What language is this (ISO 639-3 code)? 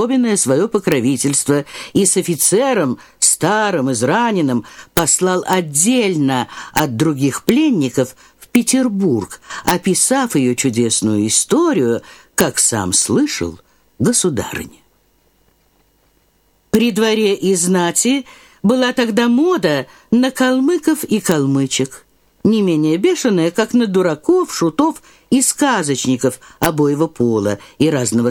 rus